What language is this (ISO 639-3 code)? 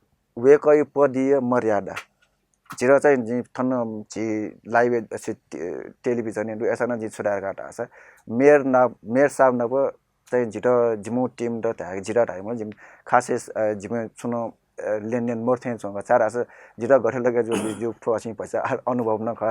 new